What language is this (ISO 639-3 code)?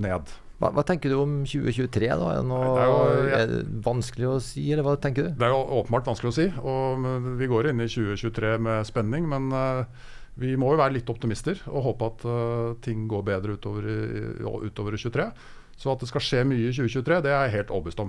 nor